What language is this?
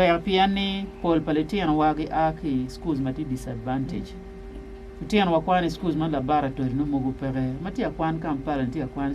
Acoli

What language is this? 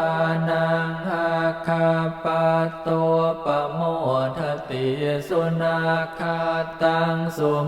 Pali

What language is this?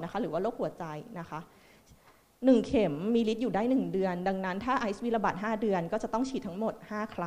Thai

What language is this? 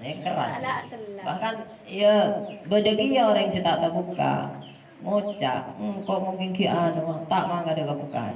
Madurese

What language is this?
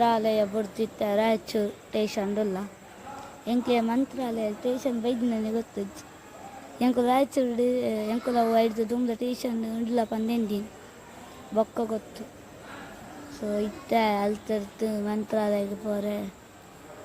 Tulu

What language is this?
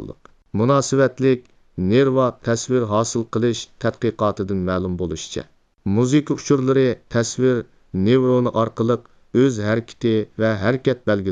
Uyghur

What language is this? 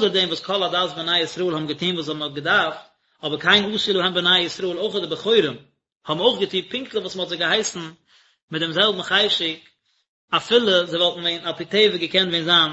Yiddish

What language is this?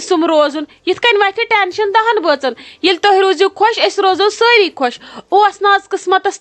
Kashmiri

